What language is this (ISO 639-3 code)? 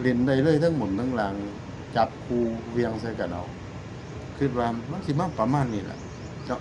tts